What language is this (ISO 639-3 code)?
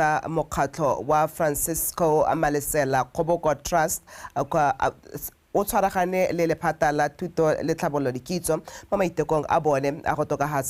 tsn